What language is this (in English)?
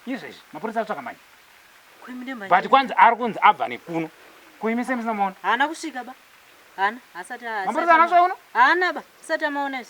Shona